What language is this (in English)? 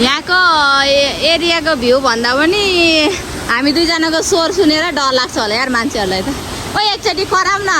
Nepali